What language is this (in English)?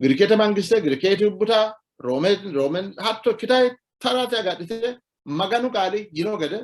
Sidamo